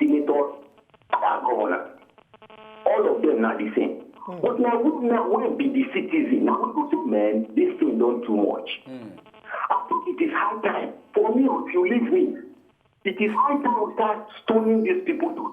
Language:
Nigerian Pidgin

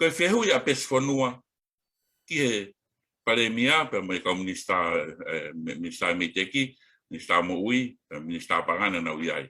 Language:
Tongan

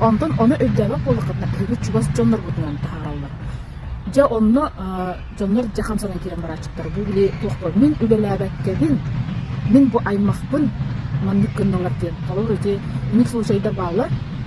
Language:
Yakut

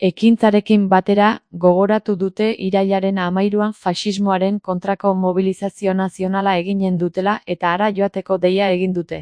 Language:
Basque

